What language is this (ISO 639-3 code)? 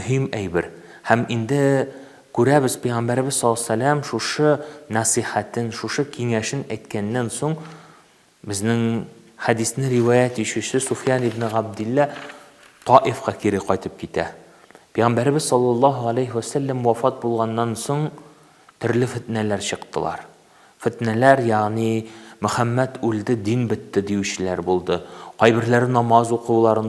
tat